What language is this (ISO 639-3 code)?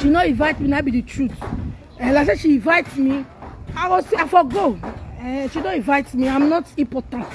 pcm